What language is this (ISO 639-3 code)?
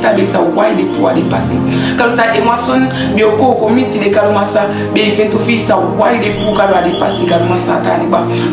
srm